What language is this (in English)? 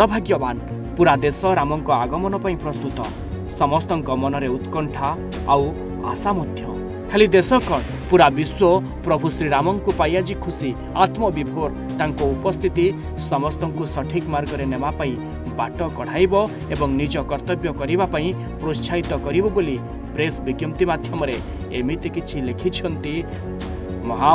Odia